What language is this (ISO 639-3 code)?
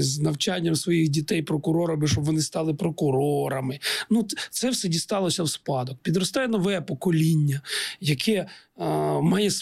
ukr